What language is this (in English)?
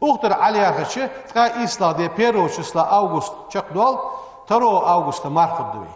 Ingush